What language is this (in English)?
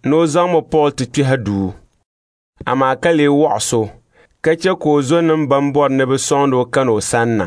Dagbani